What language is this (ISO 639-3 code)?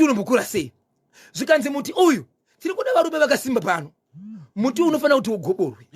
sna